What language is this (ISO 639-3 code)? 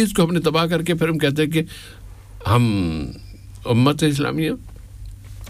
urd